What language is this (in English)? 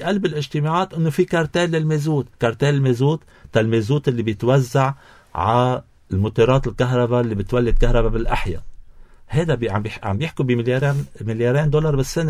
North Levantine Arabic